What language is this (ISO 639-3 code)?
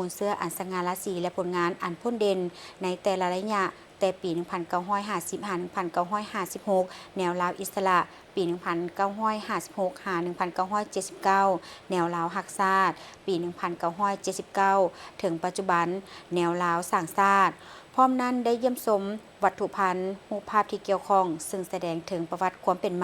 lao